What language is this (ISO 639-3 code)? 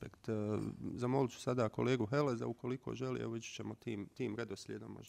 bos